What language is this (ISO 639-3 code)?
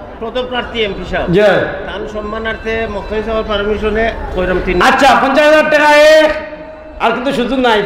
syl